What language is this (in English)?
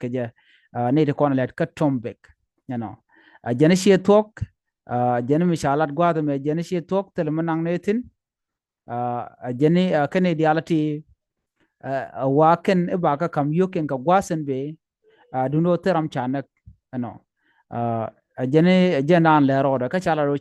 Nuer